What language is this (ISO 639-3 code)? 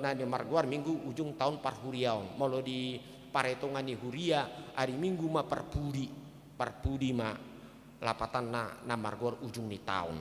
bbc